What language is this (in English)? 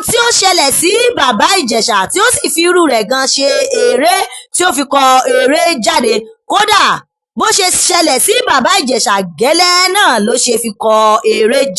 Yoruba